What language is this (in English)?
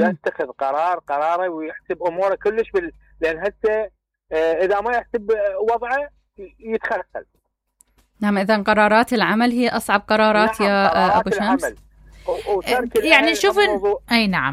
Mesopotamian Arabic